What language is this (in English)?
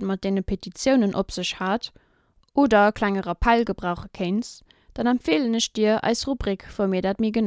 Luxembourgish